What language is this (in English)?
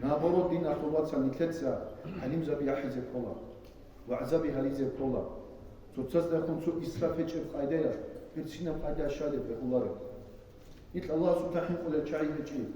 Avaric